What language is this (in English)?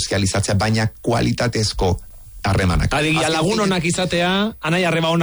Basque